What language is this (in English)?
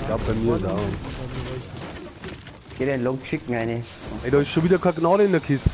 Bavarian